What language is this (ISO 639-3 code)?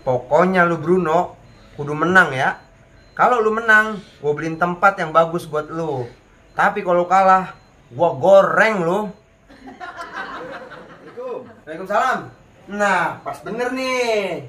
bew